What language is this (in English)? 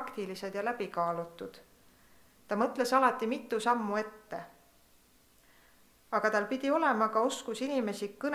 Estonian